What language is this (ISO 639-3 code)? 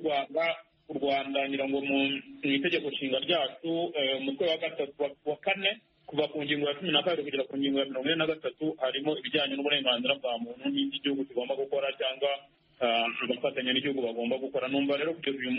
kin